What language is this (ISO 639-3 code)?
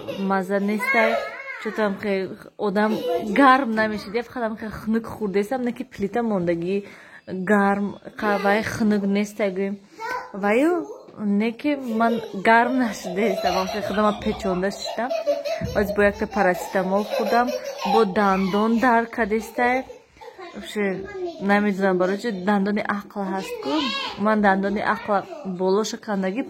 tgk